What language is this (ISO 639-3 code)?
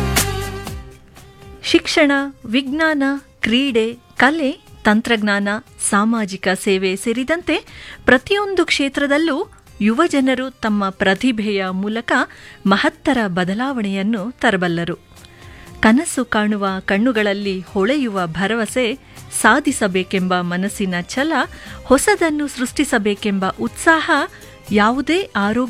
kan